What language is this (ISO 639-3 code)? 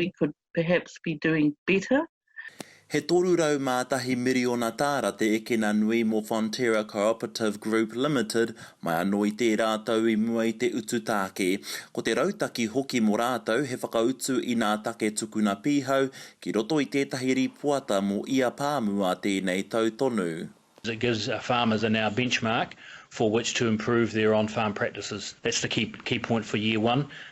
mri